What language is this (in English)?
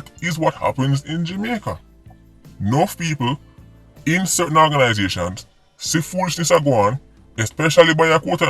Jamaican Creole English